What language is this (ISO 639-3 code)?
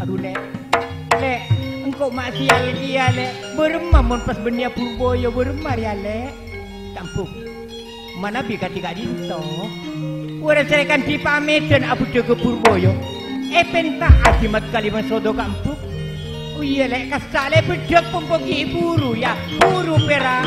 mad